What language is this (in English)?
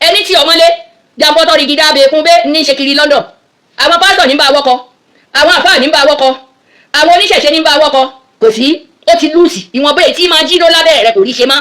Yoruba